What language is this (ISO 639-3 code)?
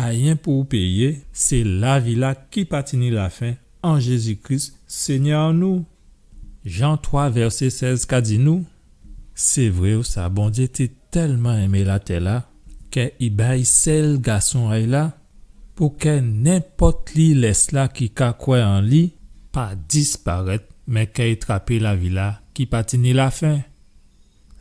gcf